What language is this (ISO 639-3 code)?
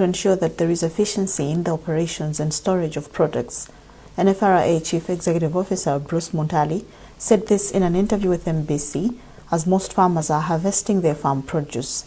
eng